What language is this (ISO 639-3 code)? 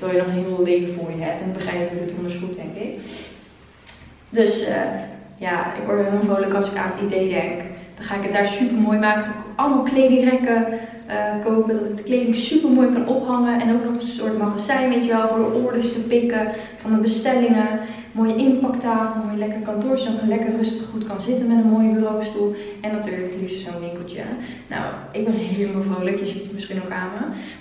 nld